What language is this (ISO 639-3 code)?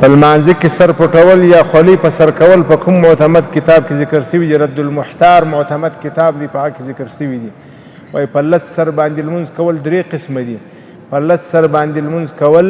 pus